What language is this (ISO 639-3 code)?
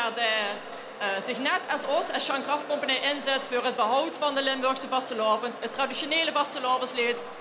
lim